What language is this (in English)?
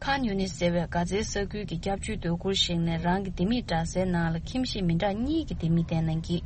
Tibetan